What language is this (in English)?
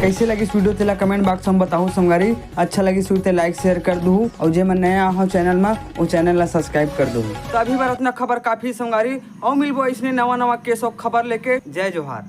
Chhattisgarhi